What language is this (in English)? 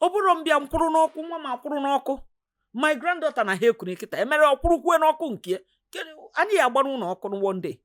Igbo